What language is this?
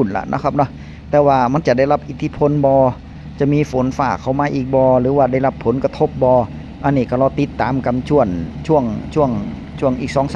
Northeastern Thai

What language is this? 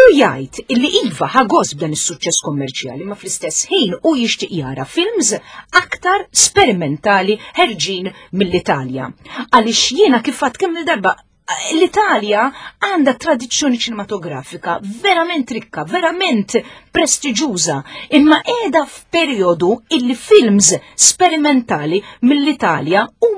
Maltese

